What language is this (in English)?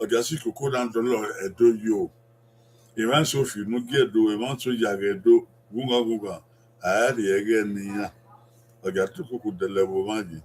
Bini